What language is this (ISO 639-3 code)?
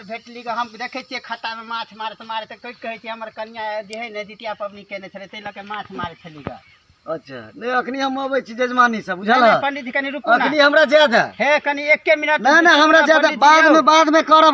mai